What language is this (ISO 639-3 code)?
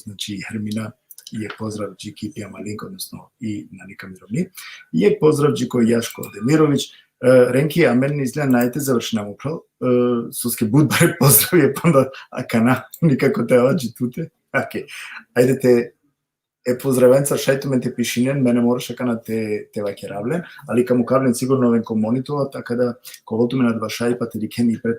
rmn